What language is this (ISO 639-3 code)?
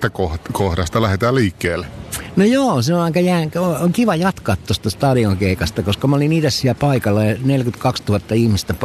fin